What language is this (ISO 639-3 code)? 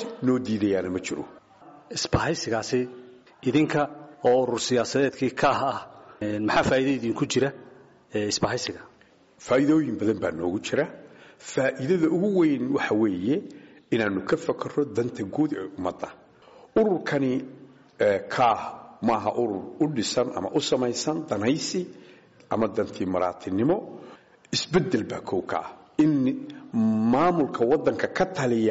som